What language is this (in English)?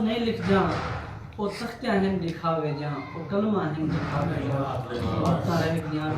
Saraiki